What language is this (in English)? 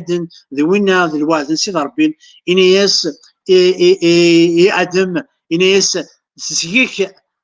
Kabyle